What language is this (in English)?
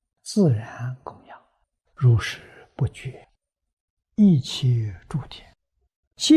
Chinese